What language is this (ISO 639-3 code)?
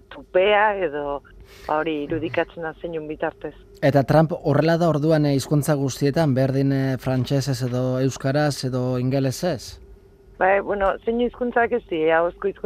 eus